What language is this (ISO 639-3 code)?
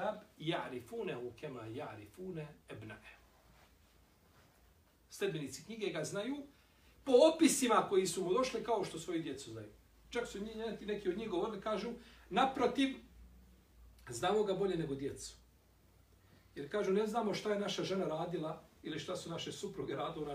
bos